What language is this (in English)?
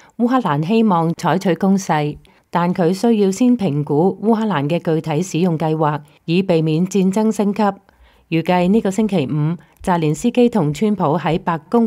Cantonese